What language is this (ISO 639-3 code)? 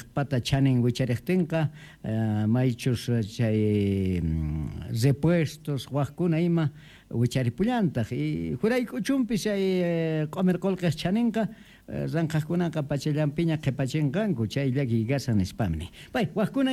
que